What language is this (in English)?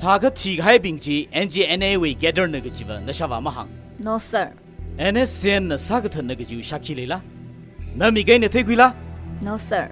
Tangkhul Naga (India)